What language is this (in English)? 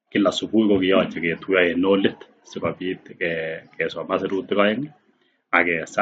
Kalenjin